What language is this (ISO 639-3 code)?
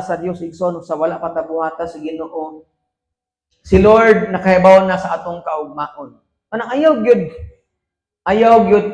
ceb